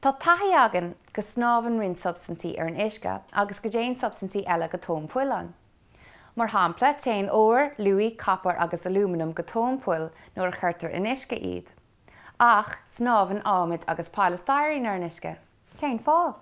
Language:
Irish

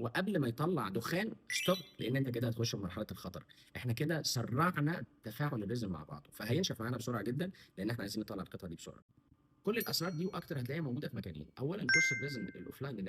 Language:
Egyptian Arabic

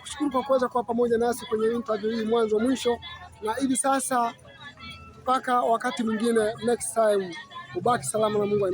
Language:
Swahili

